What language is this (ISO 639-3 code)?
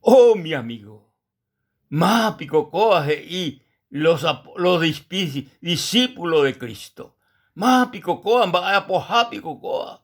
grn